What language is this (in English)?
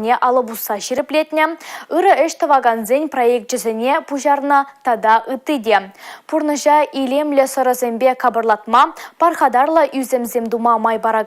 Chuvash